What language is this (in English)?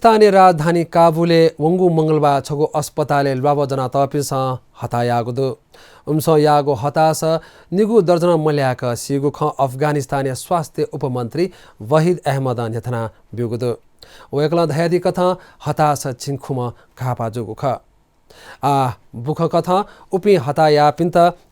Newari